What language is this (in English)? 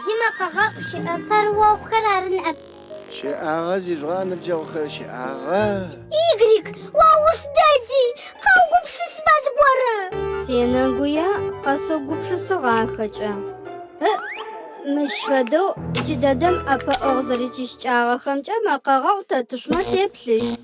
Adyghe